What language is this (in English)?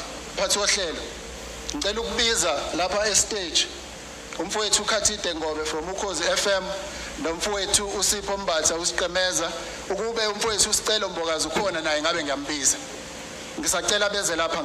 Zulu